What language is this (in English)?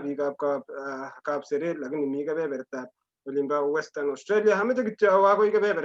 Kalenjin